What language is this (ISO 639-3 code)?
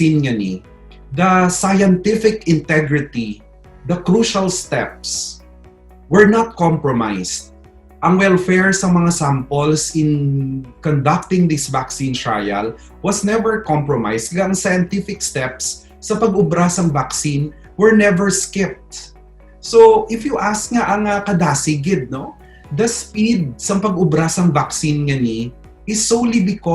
hil